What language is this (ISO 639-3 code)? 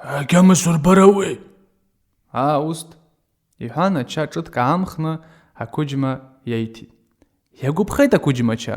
abk